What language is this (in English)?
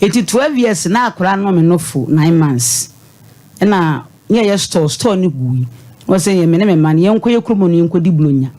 Akan